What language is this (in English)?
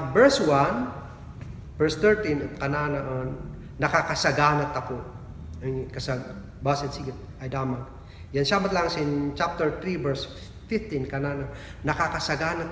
Kankanaey